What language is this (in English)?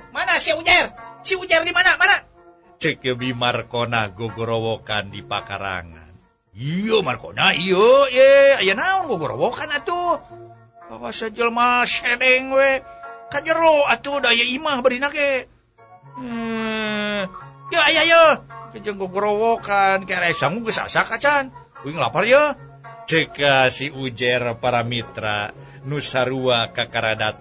Sundanese